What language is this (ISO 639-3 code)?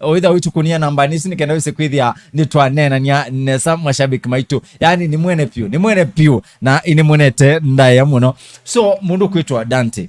kam